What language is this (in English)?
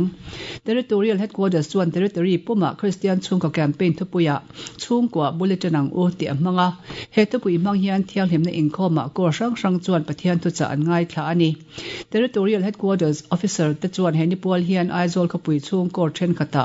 Mizo